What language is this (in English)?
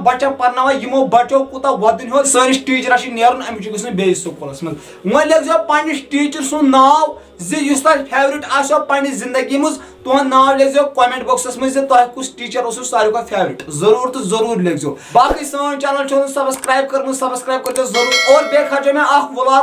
Kashmiri